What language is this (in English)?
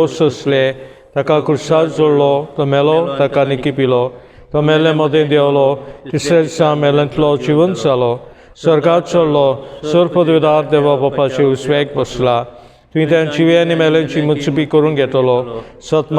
Konkani